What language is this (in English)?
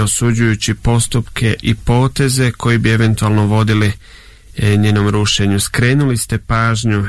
Bosnian